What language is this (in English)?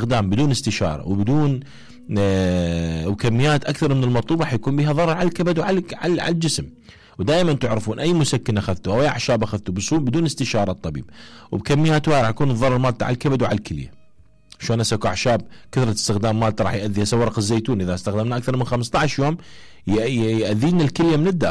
Mesopotamian Arabic